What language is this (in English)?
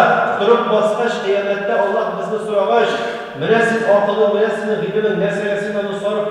Tatar